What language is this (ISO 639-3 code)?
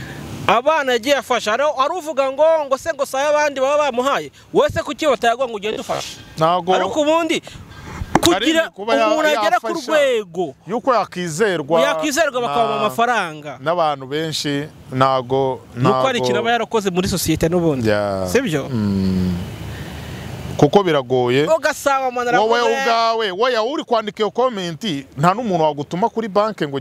kin